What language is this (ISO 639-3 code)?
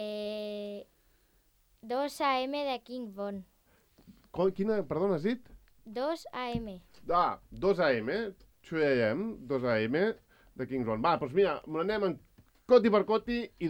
cat